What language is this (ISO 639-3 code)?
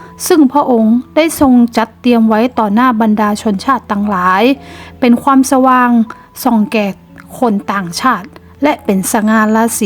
nod